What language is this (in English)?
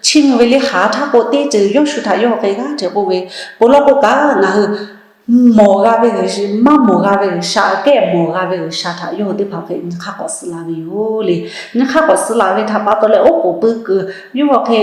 Lahu